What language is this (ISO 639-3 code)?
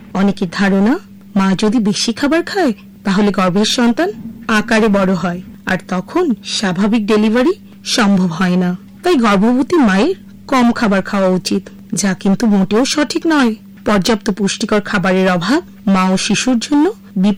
ben